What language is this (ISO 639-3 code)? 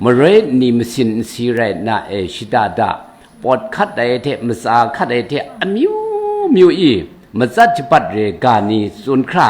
kac